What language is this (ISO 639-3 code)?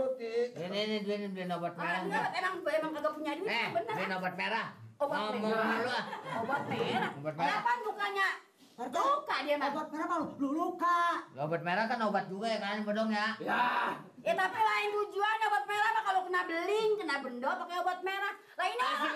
bew